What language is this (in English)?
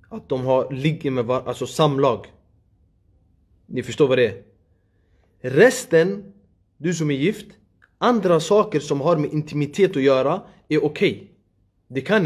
Swedish